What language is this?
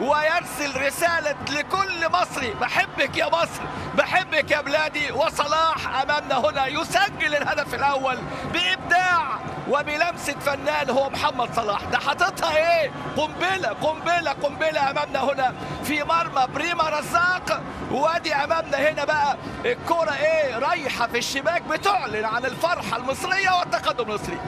Egyptian Arabic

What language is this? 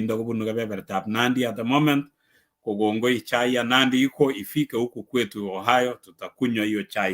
Kalenjin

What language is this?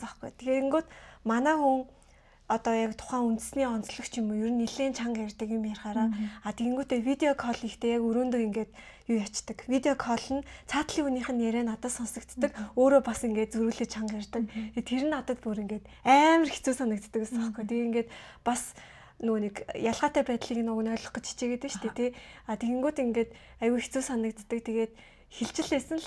Mongolian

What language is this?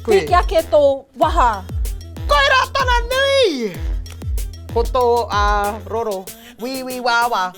Māori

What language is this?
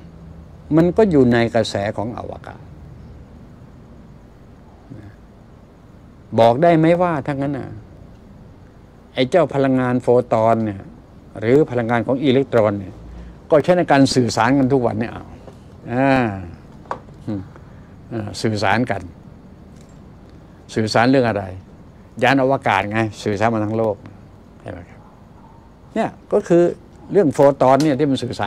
Thai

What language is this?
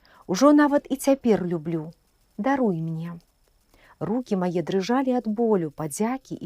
Belarusian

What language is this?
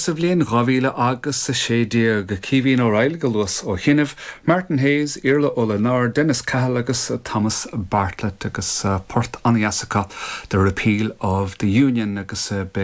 Irish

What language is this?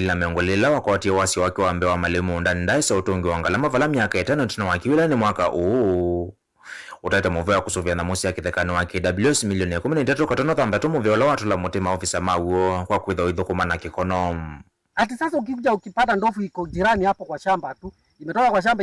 Kamba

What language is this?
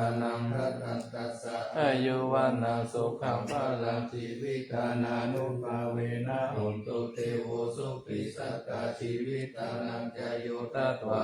Pali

